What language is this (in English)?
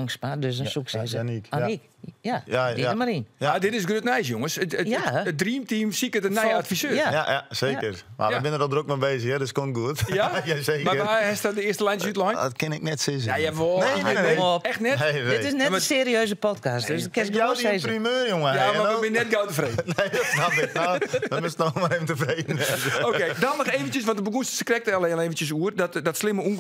Western Frisian